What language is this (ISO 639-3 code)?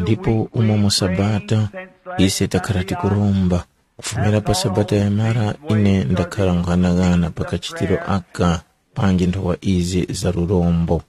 tum